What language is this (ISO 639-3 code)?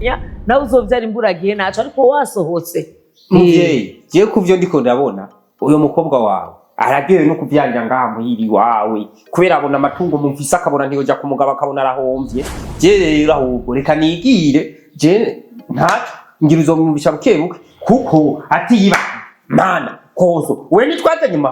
run